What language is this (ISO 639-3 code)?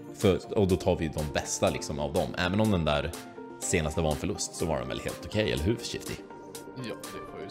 swe